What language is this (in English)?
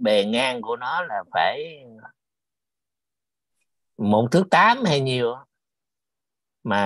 Vietnamese